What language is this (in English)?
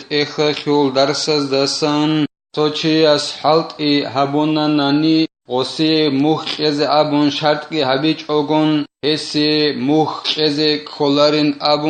Avaric